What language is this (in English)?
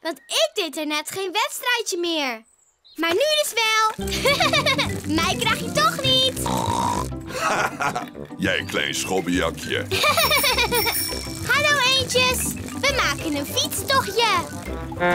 Dutch